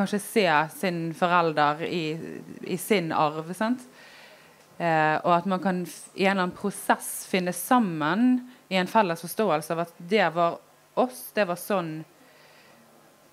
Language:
Norwegian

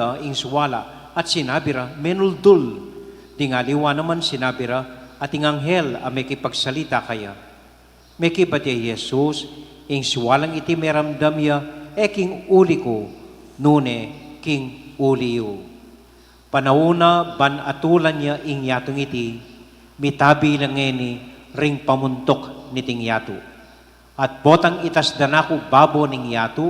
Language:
Pampanga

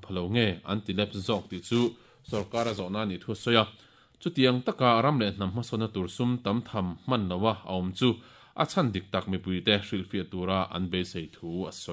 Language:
Mizo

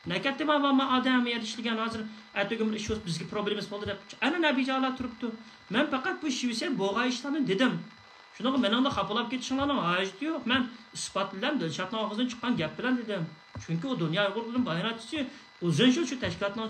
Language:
Uyghur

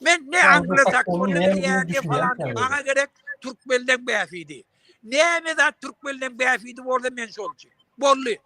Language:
Turkmen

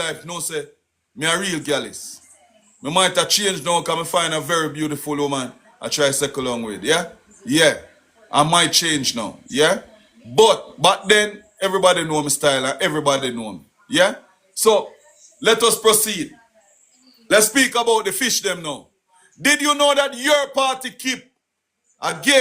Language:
Jamaican Creole English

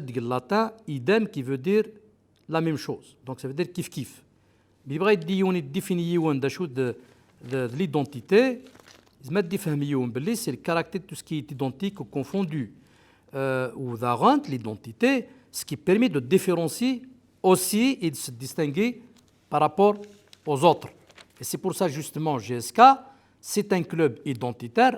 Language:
Kabyle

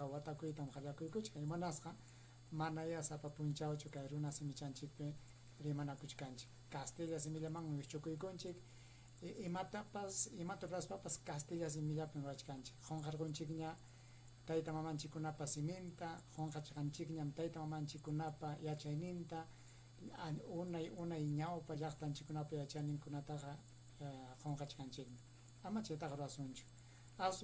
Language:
Ayacucho Quechua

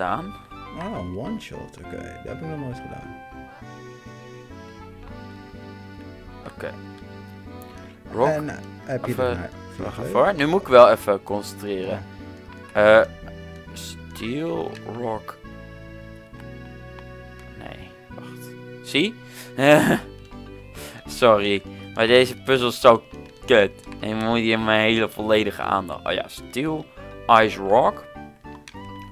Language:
Dutch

